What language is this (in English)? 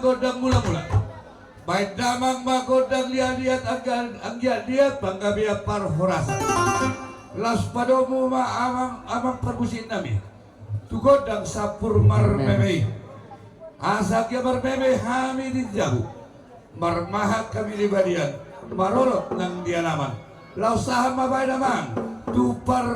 Batak Toba